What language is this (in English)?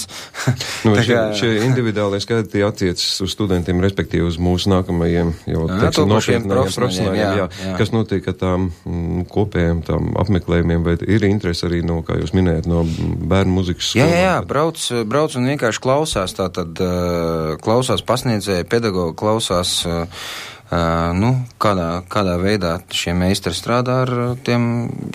Latvian